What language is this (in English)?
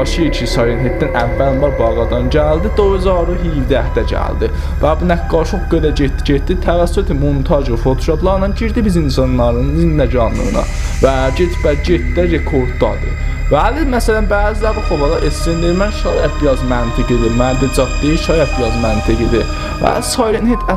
South Azerbaijani